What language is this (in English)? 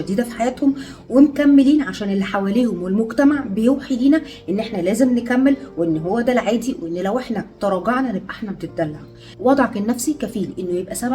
Egyptian Arabic